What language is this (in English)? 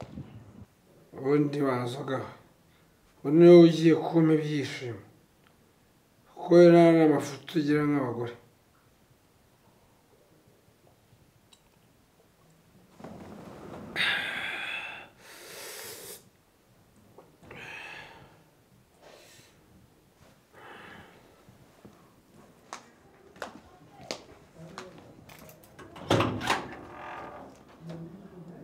Kinyarwanda